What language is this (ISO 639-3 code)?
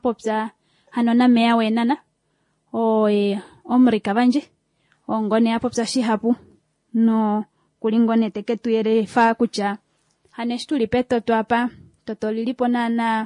kua